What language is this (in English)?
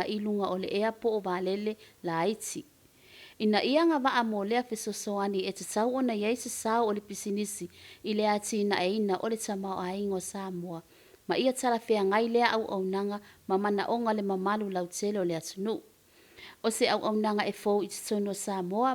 Samoan